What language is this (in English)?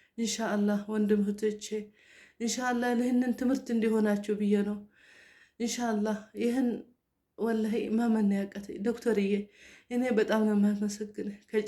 Amharic